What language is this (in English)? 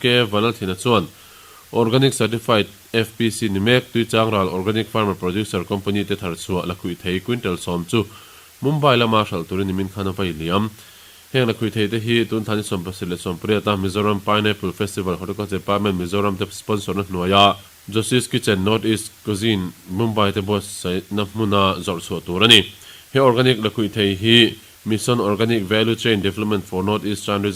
Mizo